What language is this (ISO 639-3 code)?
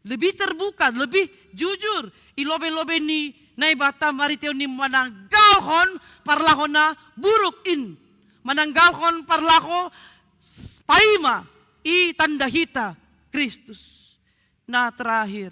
bts